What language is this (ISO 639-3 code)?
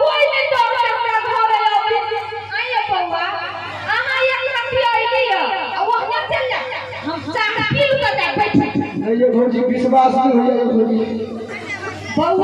mai